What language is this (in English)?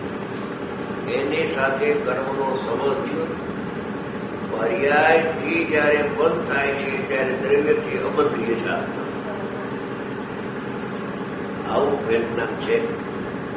Gujarati